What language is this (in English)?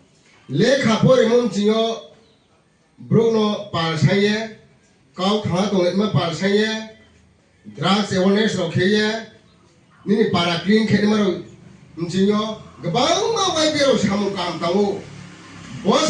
Riang (India)